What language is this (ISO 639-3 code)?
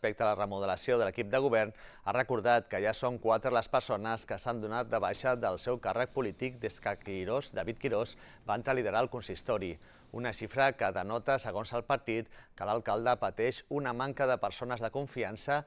cat